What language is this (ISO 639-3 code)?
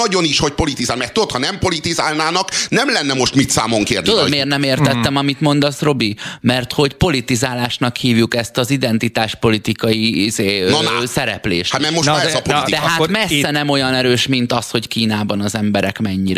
hun